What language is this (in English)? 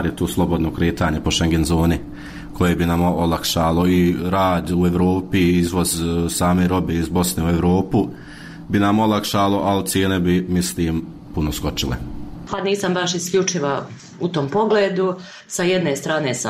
Bosnian